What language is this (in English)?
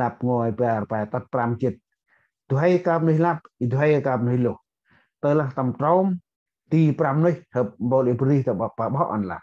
Central Mnong